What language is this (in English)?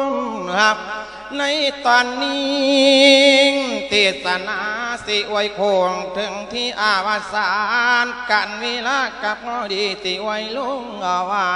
Lao